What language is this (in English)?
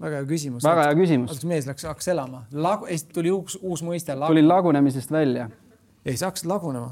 Estonian